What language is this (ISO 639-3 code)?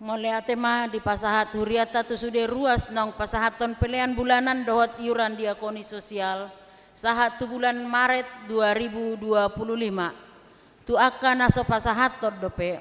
bbc